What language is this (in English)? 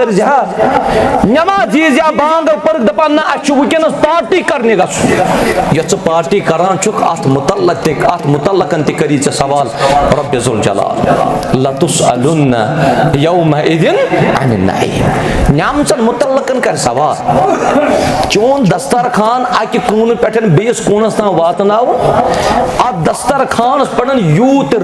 Kashmiri